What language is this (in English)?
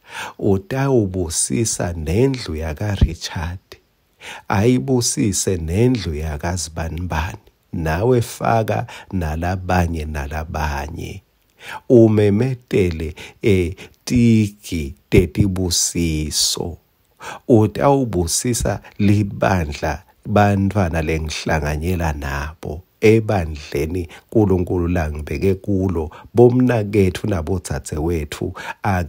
Swati